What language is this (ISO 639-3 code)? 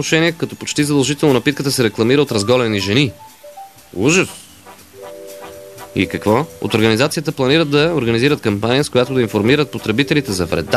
bul